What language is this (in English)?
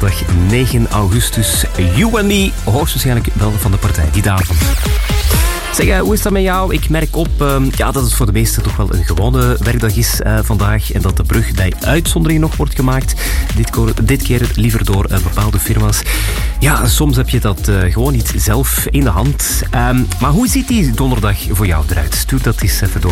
Dutch